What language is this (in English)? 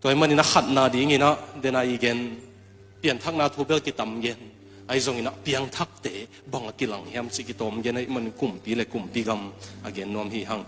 Tedim Chin